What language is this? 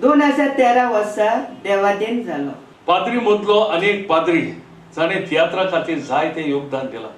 Konkani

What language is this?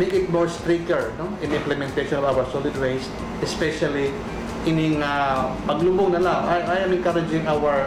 Waray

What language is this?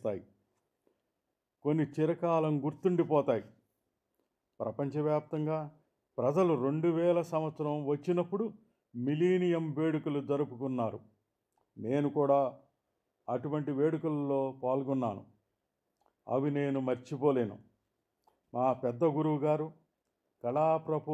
Telugu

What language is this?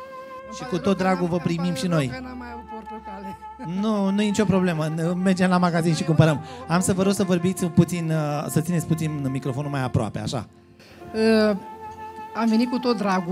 Romanian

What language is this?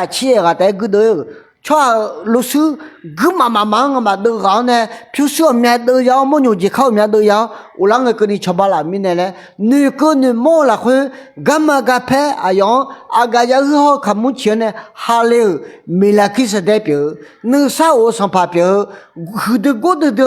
Akha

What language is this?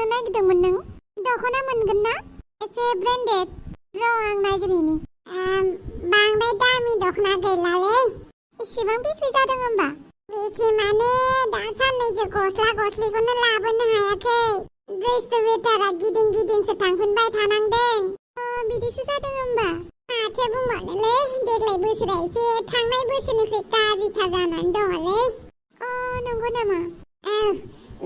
Bodo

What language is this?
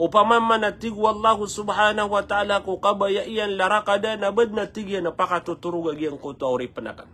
Maranao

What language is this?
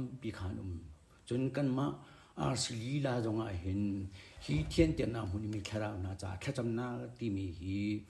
Hakha Chin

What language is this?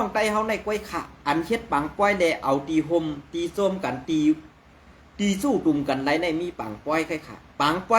Shan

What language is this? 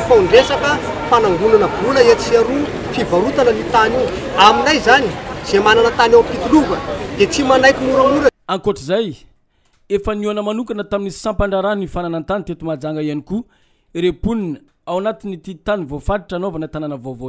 Malagasy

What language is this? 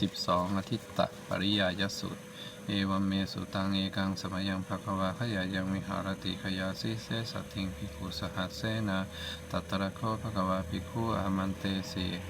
Pali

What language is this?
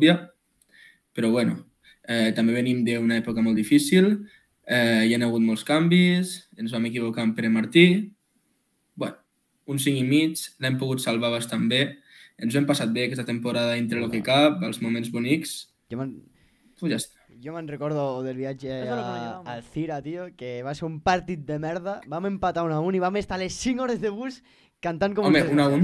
Catalan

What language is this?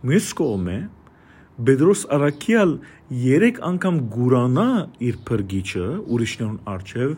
Western Armenian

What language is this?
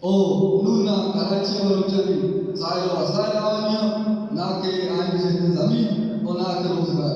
Baluchi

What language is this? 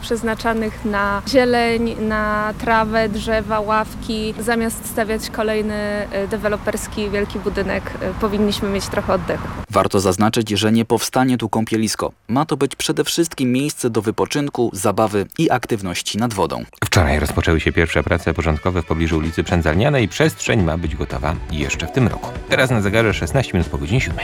Polish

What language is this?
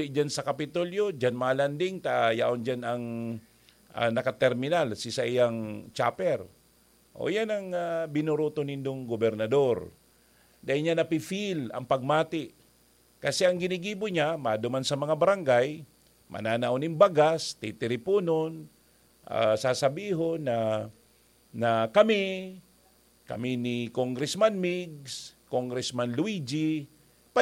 Bikol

